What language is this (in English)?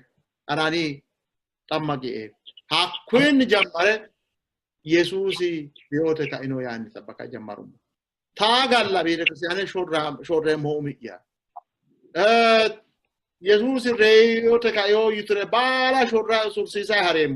Sidamo